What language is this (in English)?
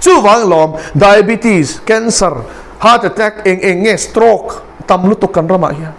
Mizo